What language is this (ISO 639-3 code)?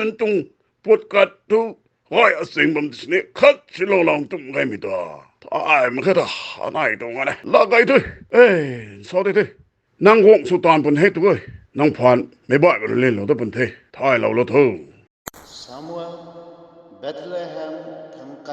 nbu